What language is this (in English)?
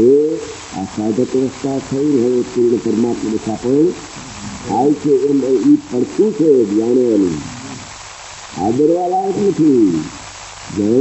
Gujarati